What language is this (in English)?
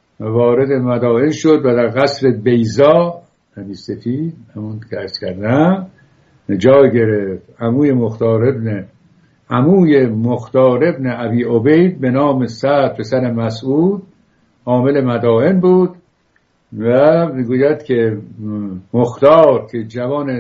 Persian